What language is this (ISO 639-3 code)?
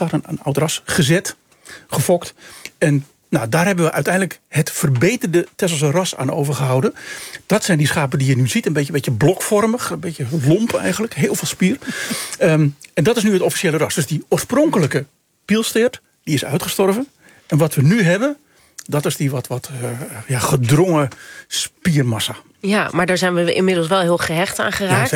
nld